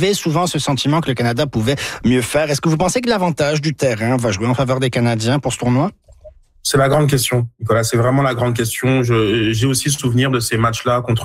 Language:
French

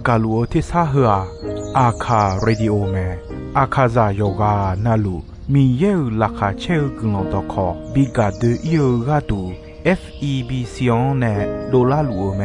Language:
Akha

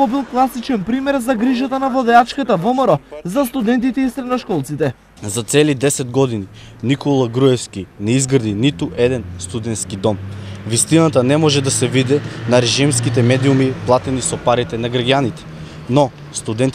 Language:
Macedonian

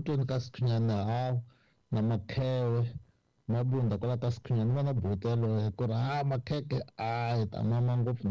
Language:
Tsonga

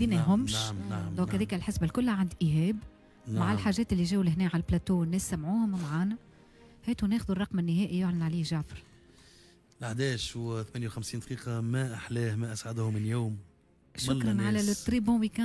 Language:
Tunisian Arabic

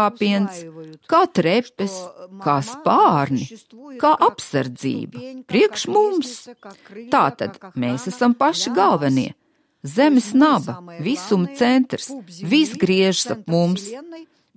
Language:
Latvian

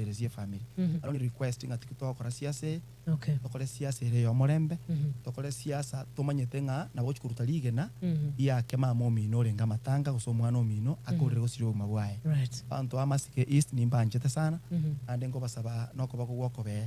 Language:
Gusii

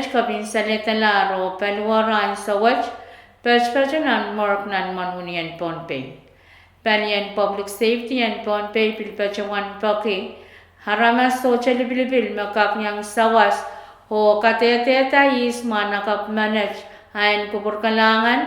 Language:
Pohnpeian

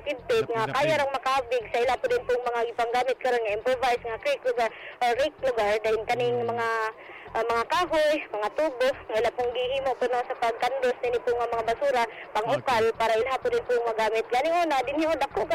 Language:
Cebuano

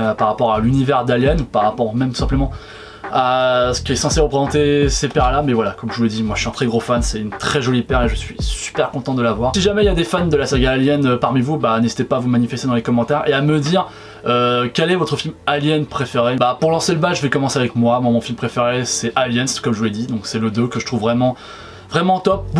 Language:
French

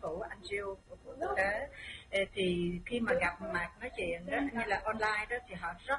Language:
Vietnamese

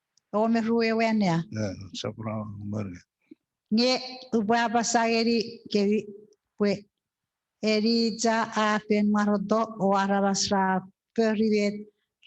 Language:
Chuukese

